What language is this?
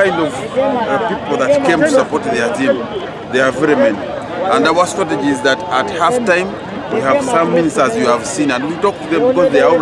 Nyankole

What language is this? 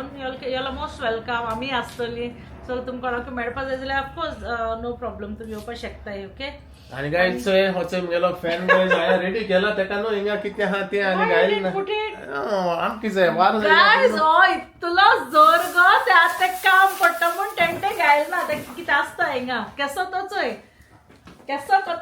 Konkani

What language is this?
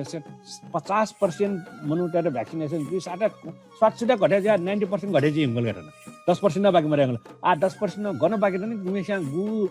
Newari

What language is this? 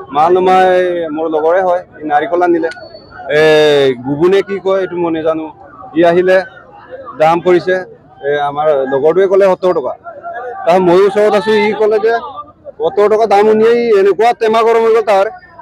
Assamese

